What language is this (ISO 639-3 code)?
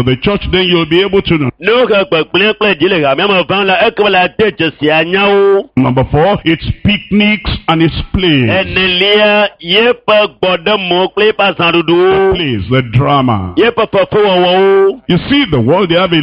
ewe